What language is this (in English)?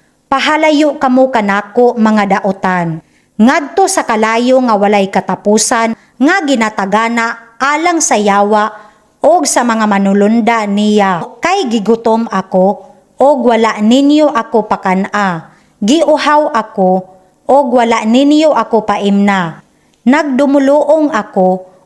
Cebuano